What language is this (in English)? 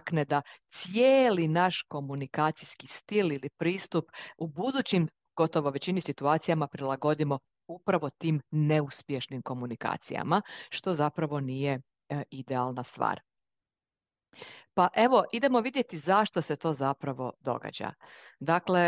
Croatian